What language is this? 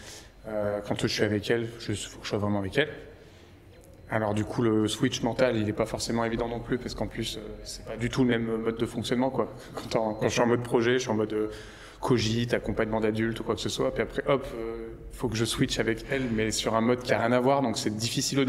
French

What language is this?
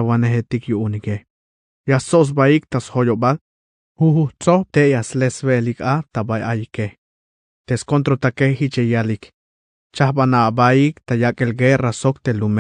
Tzeltal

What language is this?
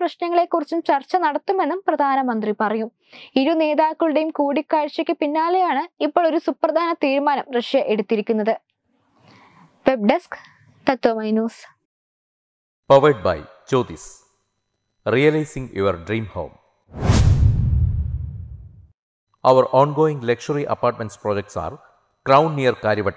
Malayalam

